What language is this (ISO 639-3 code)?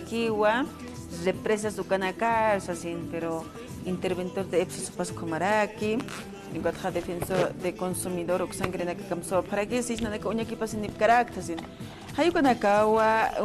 aym